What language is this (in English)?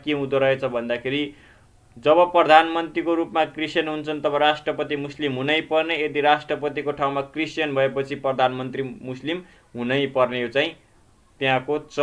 Nepali